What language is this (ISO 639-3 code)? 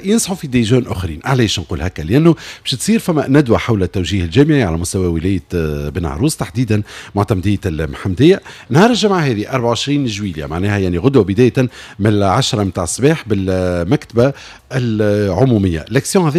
aeb